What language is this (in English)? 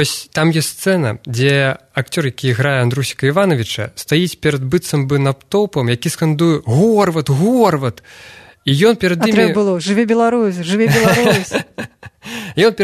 Belarusian